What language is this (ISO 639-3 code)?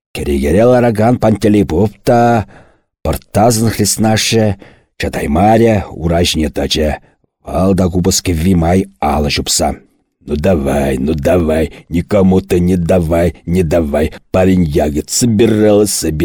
chv